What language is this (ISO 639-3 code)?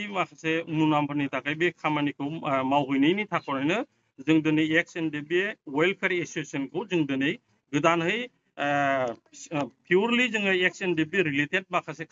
brx